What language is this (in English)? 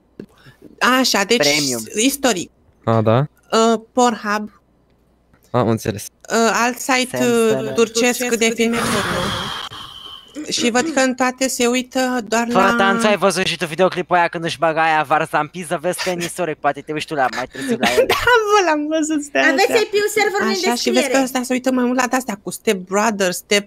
Romanian